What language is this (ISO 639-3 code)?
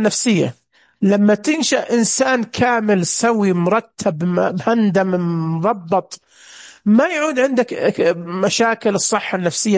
ars